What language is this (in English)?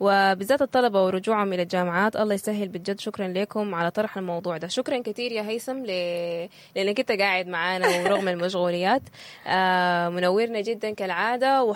Sudanese Arabic